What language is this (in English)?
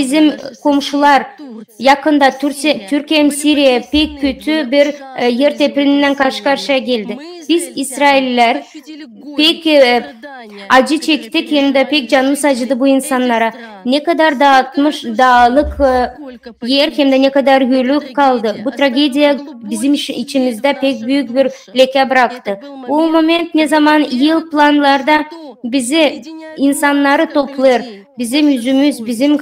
Gagauz